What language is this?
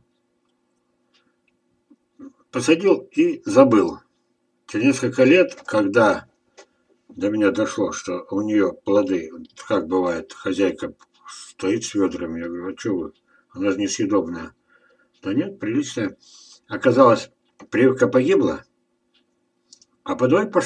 Russian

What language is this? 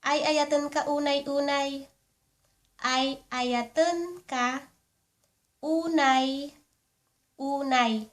Iloko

